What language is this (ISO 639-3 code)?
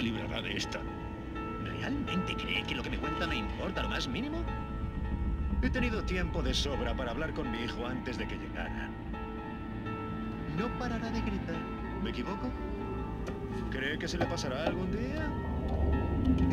spa